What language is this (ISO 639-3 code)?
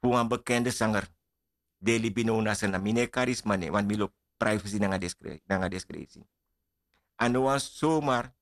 srn